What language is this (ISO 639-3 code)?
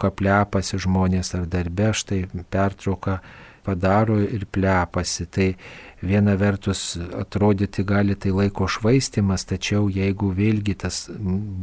lit